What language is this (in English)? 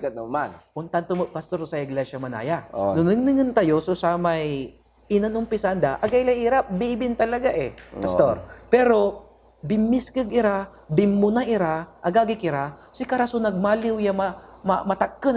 Pangasinan